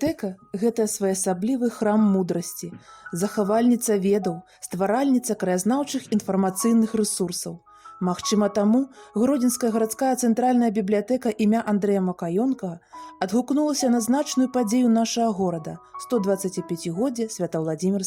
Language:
Belarusian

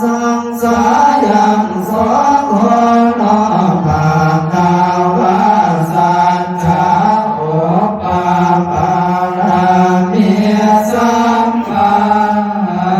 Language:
Pali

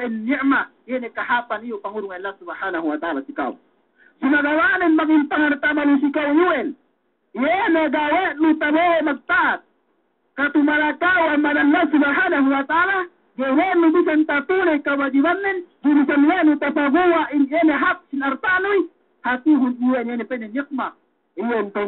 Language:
Yakan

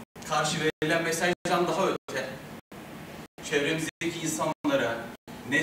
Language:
Turkish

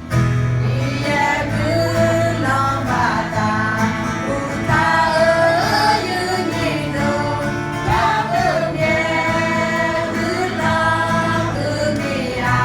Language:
Akha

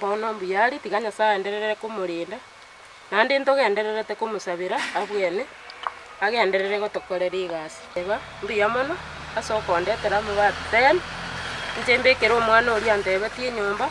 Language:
Gusii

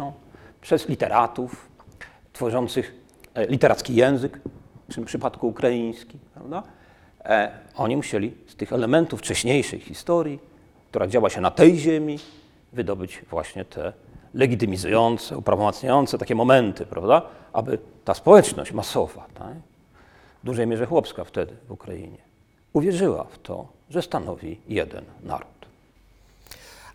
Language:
Polish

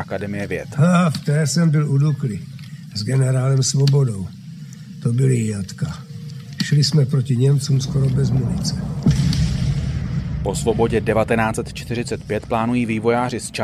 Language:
Czech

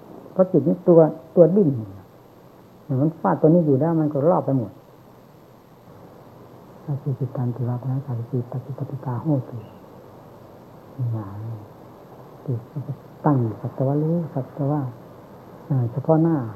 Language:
Thai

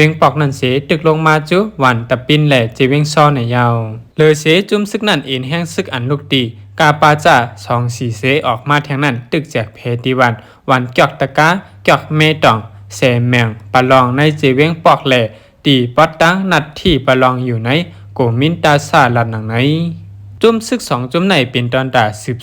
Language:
Shan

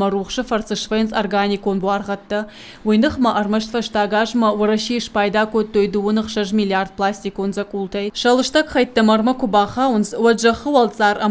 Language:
Ossetic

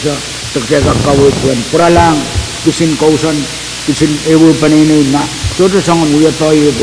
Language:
Pohnpeian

